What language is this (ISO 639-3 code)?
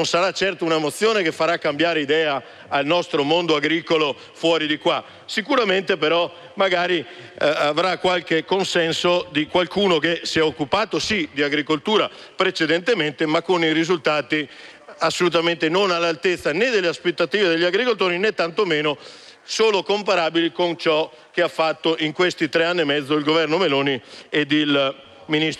ita